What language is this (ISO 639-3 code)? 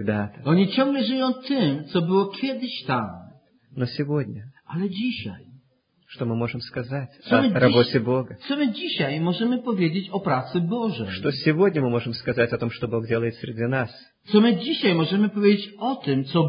pol